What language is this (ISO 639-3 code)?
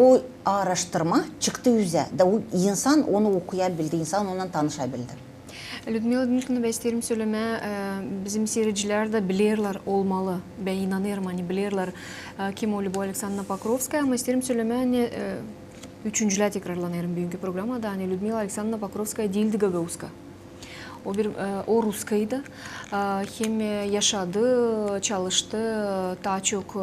gag